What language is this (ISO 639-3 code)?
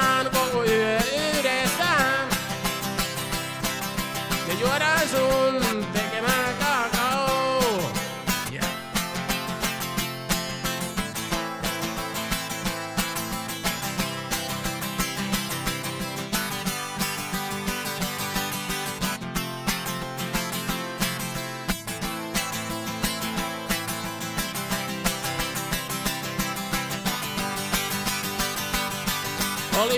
fin